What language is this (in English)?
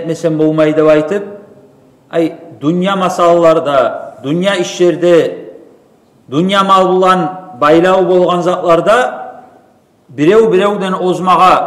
Kumyk